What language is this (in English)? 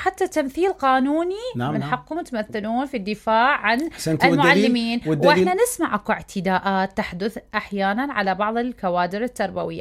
Mesopotamian Arabic